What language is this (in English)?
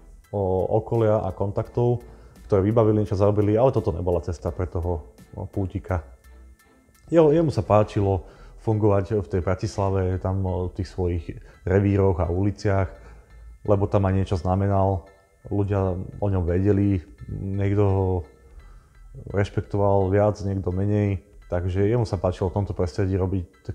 Slovak